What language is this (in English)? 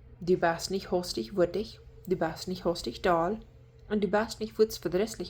Plautdietsch